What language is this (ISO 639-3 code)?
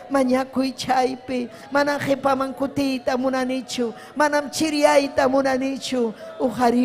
quy